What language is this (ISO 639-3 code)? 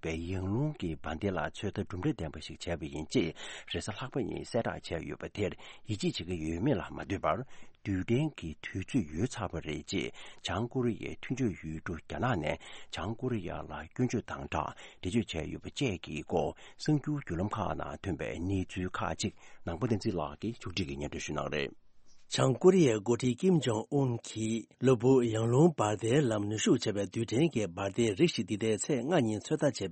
bod